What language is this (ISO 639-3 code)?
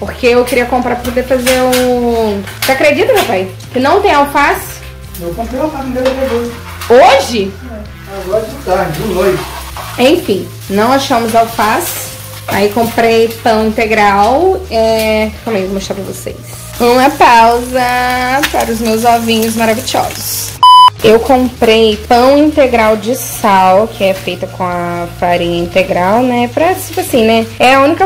por